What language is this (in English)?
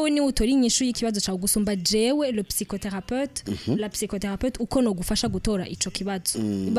Rundi